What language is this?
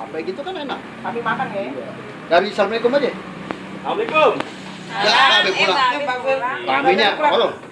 Betawi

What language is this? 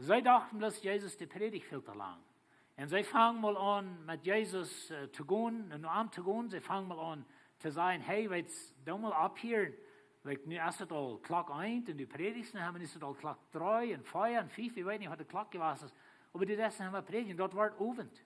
Plautdietsch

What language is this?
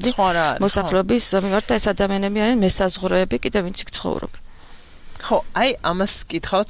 Georgian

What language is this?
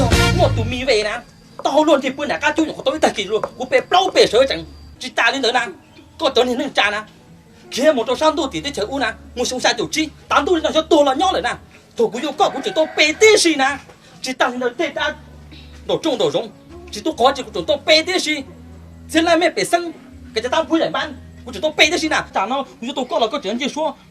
Hmong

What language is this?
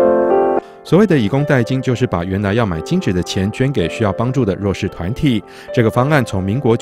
Chinese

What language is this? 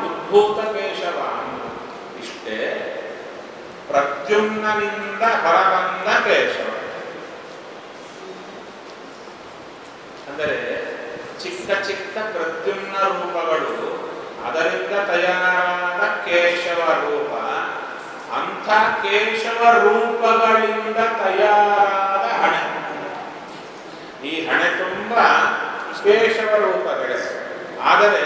Kannada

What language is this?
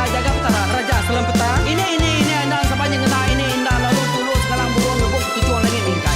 Iban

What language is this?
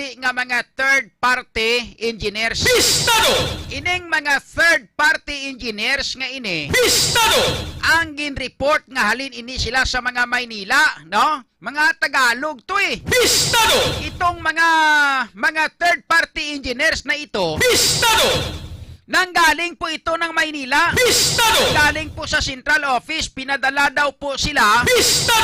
Hiligaynon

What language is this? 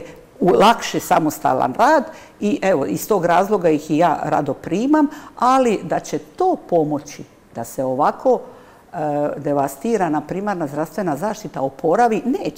Croatian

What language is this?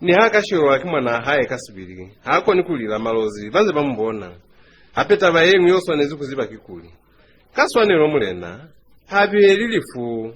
Lozi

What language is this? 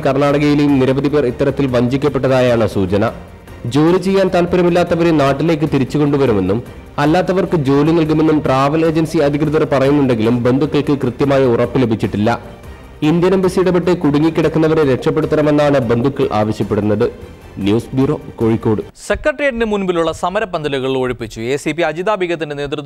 Malayalam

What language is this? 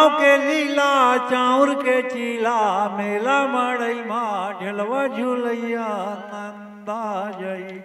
Chhattisgarhi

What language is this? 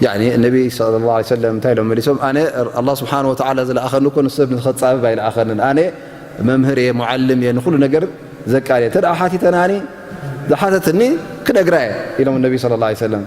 Tigrinya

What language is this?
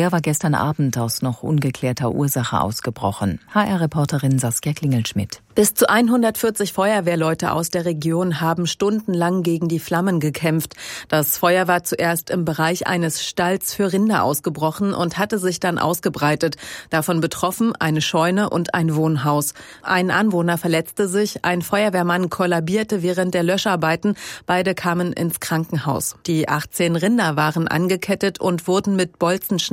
German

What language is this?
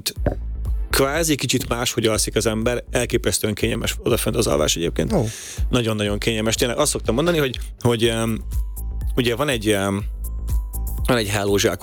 Hungarian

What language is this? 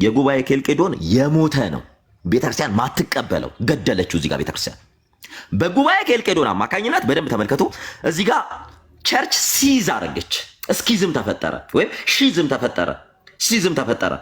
Amharic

